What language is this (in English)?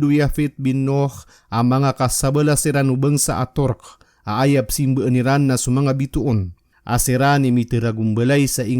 Maranao